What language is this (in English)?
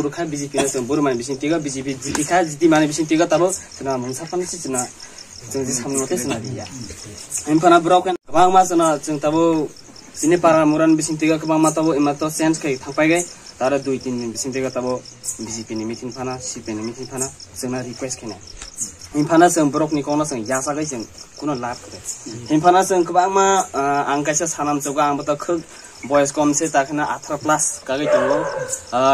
Kok Borok